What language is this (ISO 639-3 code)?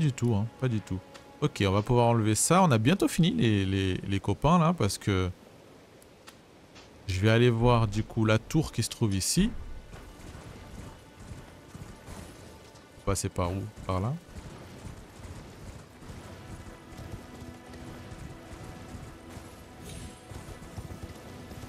fra